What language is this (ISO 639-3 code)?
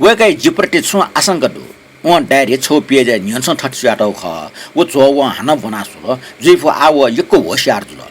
new